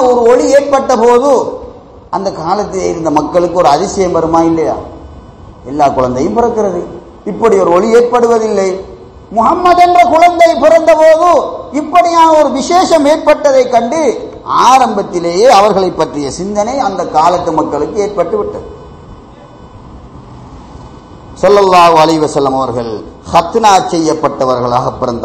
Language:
Tamil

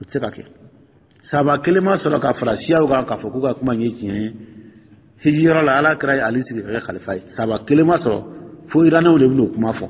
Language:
Dyula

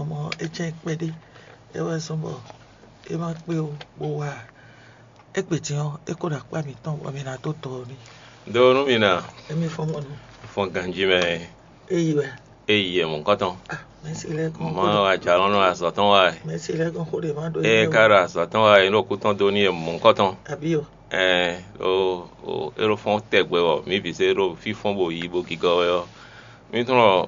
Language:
Fon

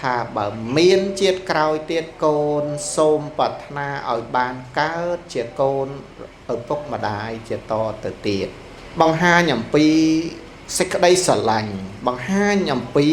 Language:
Khmer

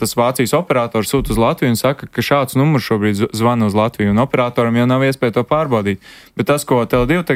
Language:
Latvian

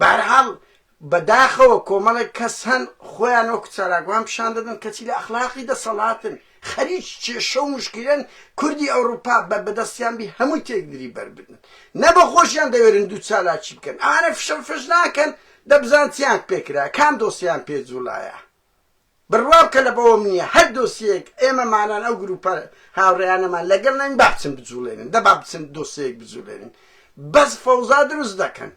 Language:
Central Kurdish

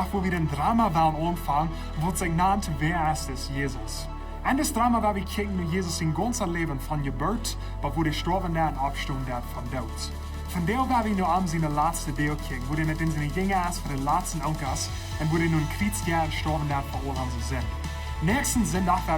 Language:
Plautdietsch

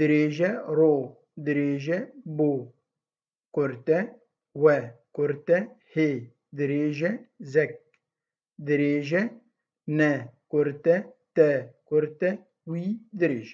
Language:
Kurdish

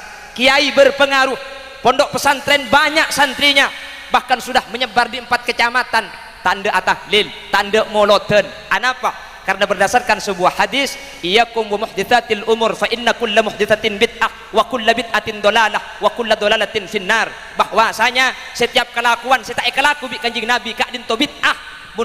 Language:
Madurese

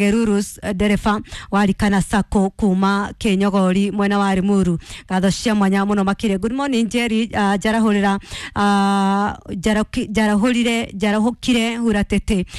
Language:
Kikuyu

